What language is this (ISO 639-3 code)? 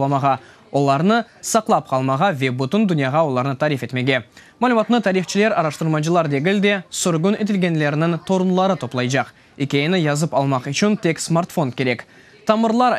crh